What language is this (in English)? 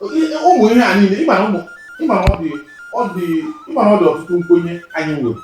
Igbo